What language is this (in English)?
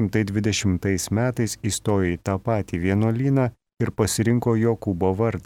Lithuanian